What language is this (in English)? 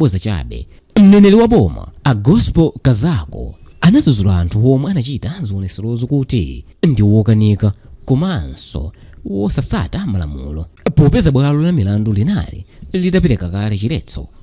Nyanja